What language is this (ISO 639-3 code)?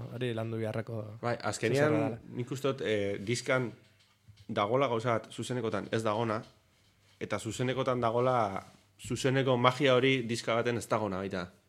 eus